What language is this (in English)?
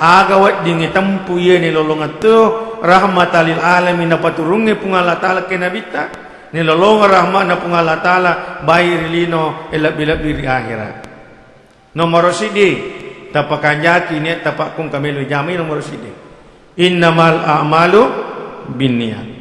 Buginese